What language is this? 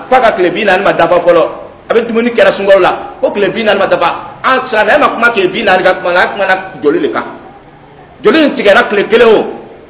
Dyula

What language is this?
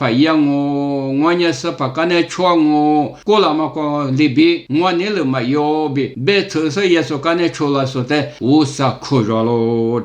Lisu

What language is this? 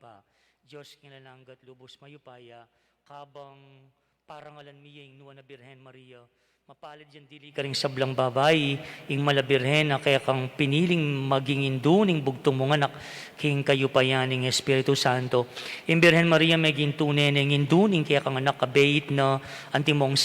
Pampanga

